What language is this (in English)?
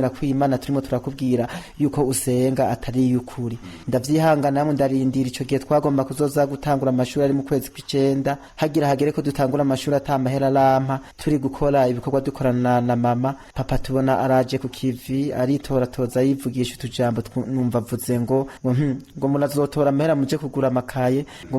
Rundi